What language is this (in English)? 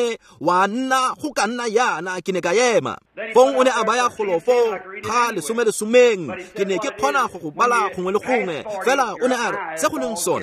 Tswana